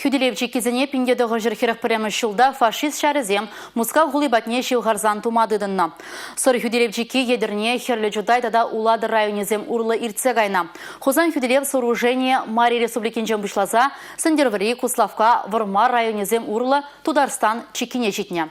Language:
Chuvash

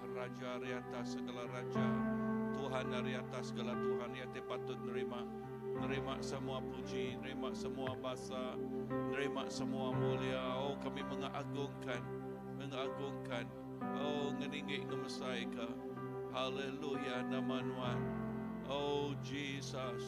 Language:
Iban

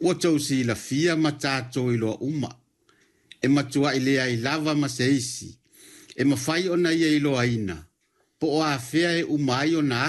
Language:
Samoan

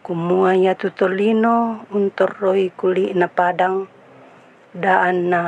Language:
Toraja-Sa'dan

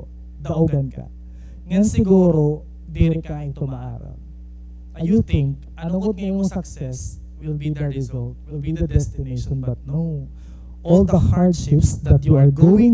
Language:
Waray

